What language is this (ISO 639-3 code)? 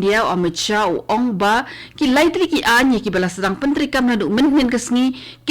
kha